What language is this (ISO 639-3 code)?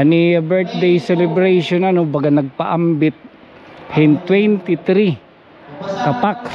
war